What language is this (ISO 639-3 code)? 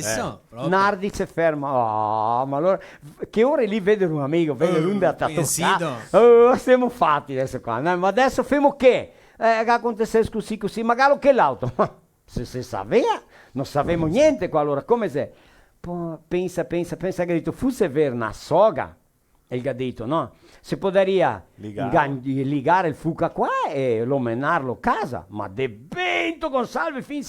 vec